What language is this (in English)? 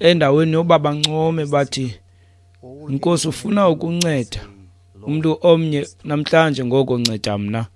Xhosa